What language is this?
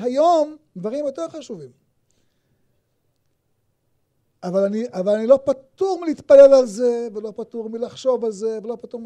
Hebrew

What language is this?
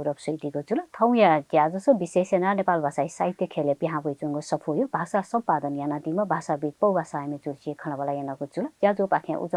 Newari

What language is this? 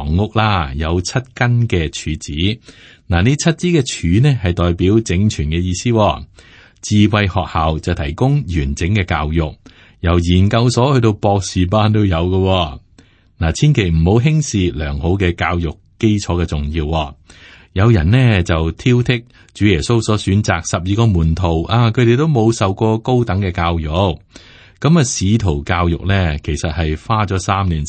Cantonese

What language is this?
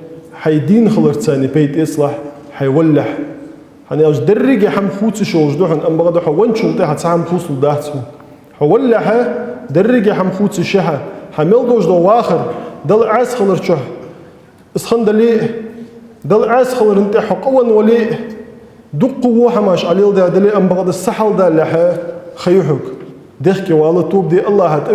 Ingush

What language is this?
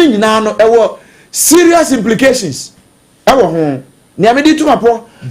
Akan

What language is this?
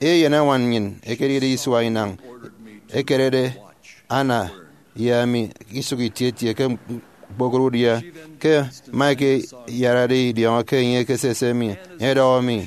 Efik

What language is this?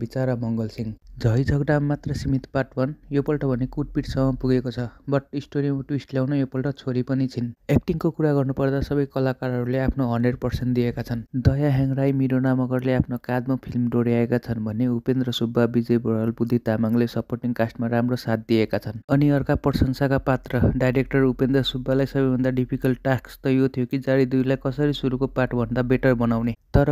Nepali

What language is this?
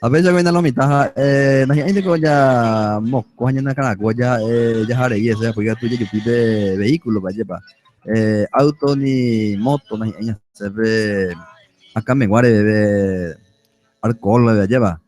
Guarani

